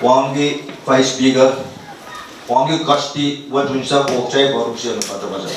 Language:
Pohnpeian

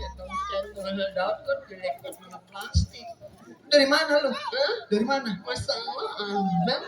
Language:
Betawi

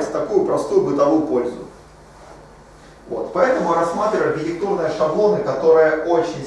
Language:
Russian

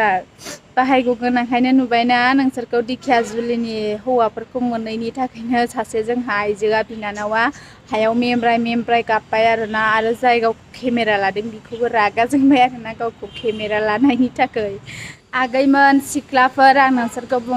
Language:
Bodo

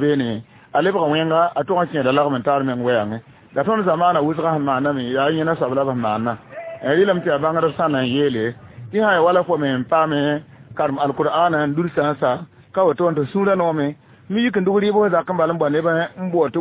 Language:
Mossi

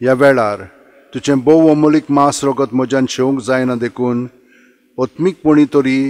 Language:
Konkani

